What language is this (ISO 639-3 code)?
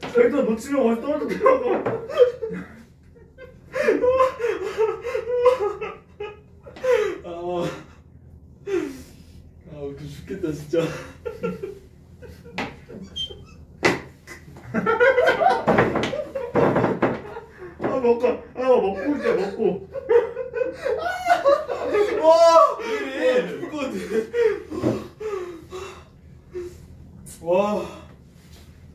kor